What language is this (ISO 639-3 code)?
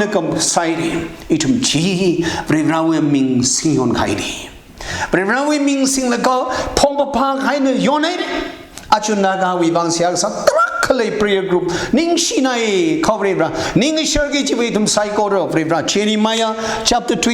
nmf